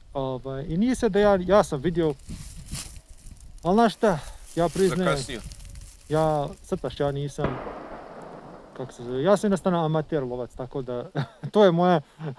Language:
Bosnian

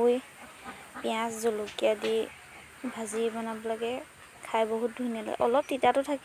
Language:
Assamese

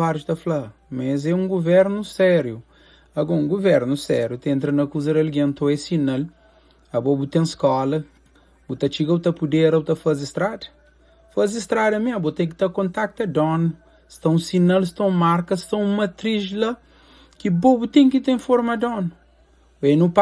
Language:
Kabuverdianu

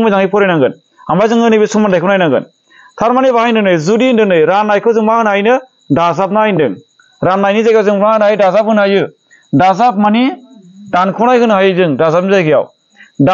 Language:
Bodo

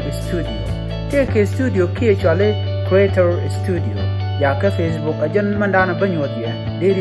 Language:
Nuer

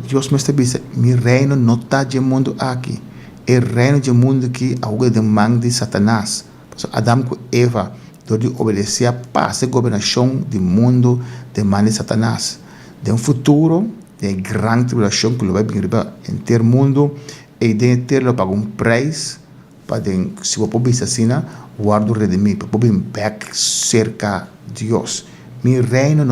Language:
Papiamento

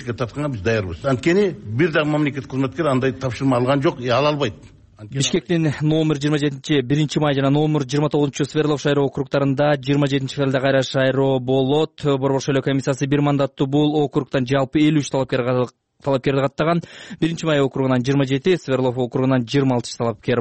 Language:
Kyrgyz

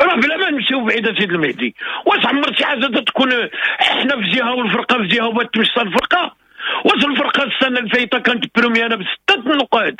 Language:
Moroccan Arabic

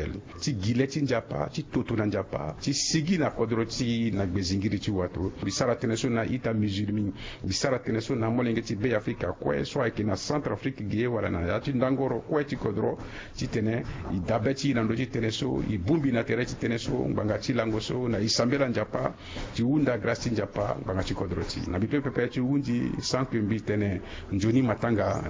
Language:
Sango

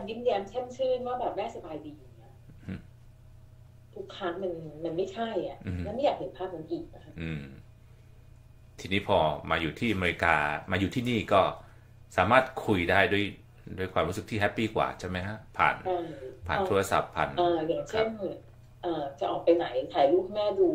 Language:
Thai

